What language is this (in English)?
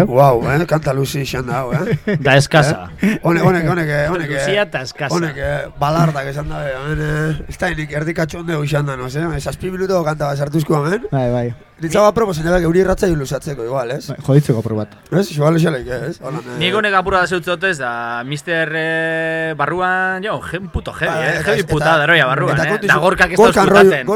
Basque